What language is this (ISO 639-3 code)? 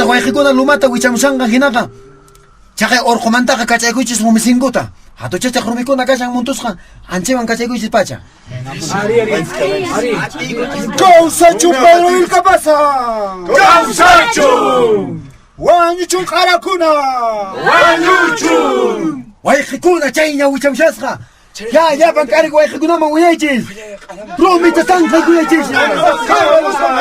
que